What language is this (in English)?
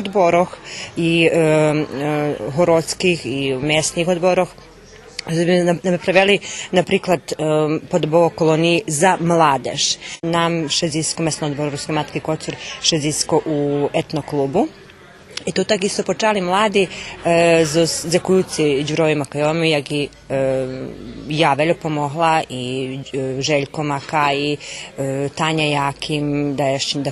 Rusyn